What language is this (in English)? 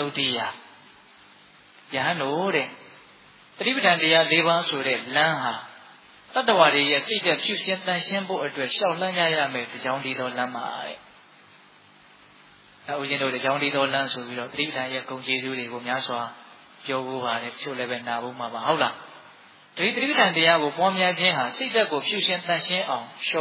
Burmese